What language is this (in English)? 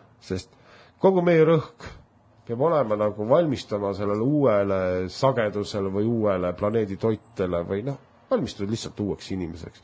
Estonian